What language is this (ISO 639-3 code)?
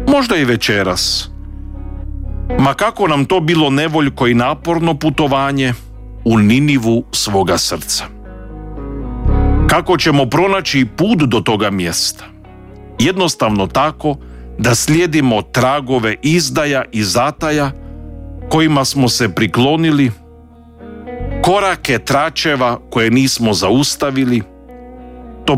hrv